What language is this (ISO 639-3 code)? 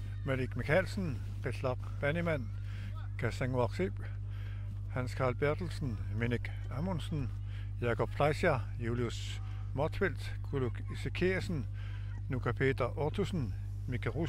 kal